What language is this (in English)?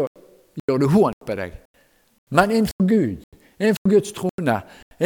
Norwegian